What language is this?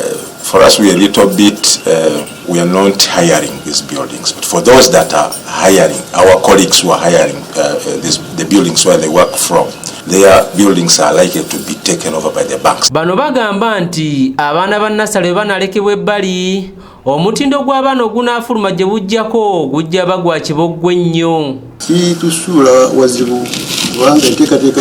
Ganda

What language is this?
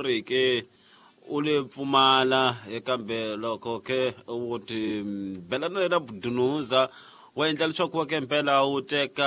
Tsonga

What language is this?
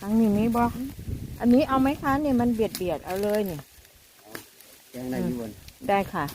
Lao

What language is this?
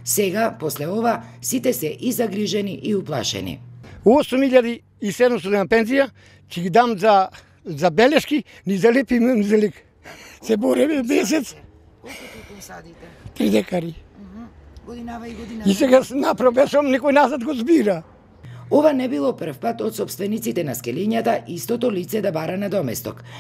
Macedonian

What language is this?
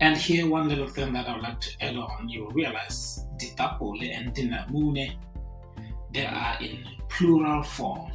Tswana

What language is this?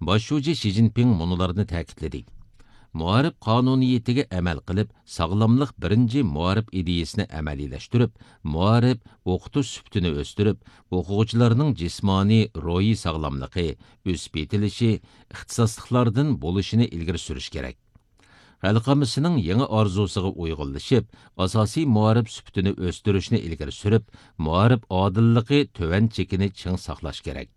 Uyghur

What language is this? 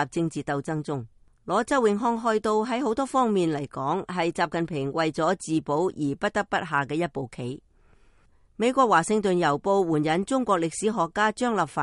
Cantonese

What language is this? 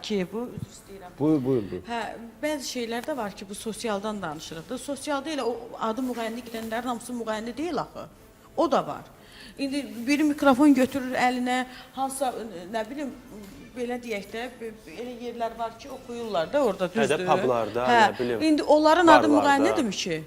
Azerbaijani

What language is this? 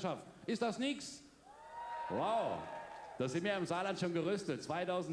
Palatine German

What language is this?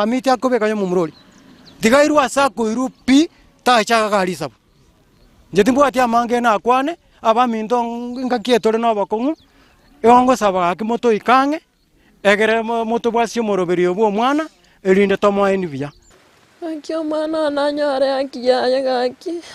Gusii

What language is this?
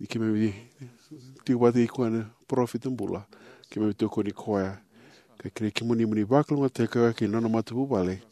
Fijian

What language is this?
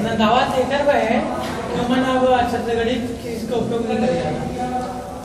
Chhattisgarhi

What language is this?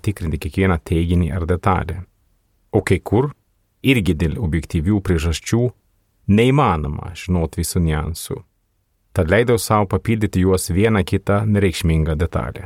Lithuanian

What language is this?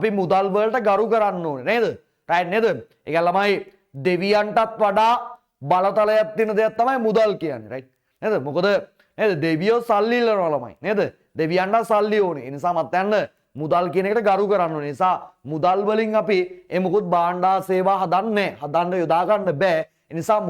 Sinhala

